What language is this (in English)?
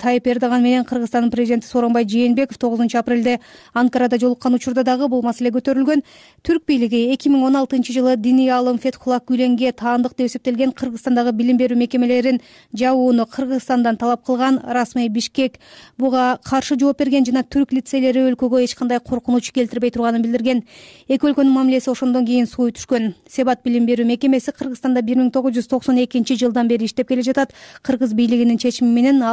Kyrgyz